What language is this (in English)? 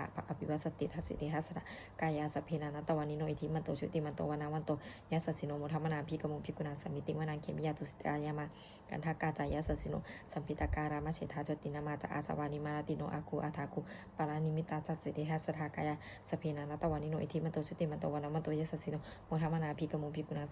Pali